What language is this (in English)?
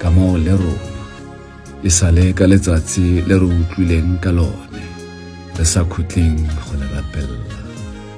Tswana